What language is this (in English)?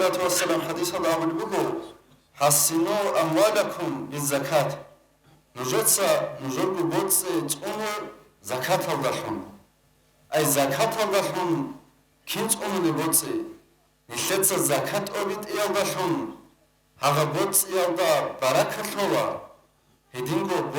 Avaric